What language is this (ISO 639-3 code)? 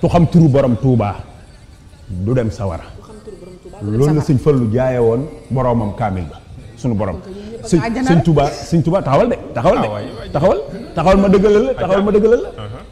wol